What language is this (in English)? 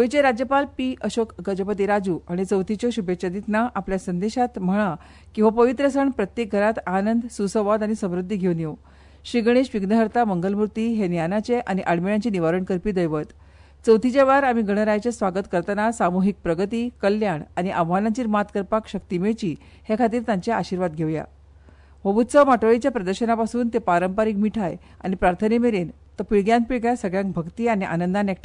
Konkani